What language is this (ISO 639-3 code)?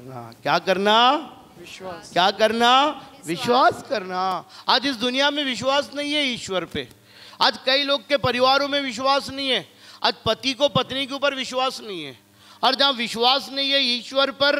hin